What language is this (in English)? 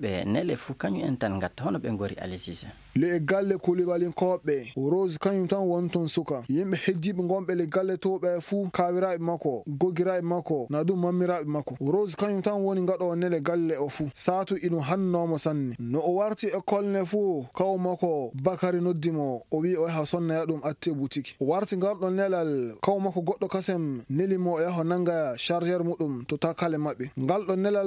Fula